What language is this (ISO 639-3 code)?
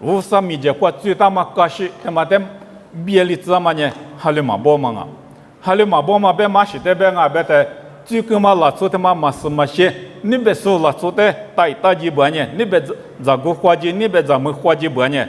lis